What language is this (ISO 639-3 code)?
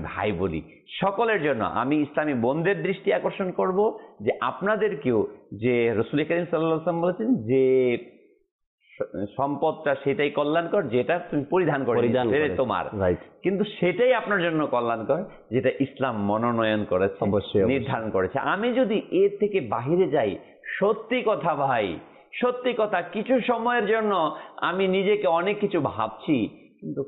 ben